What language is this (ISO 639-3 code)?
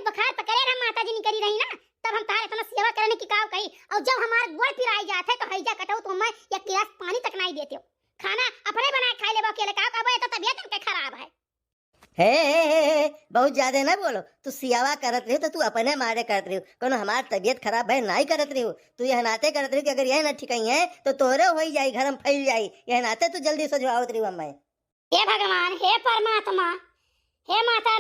awa